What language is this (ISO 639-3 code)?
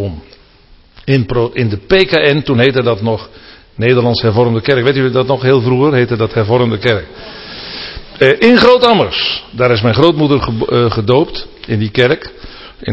nld